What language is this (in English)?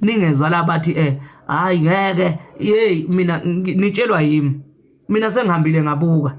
Zulu